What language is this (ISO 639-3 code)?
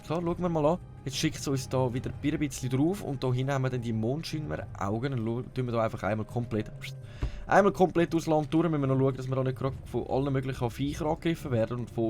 gsw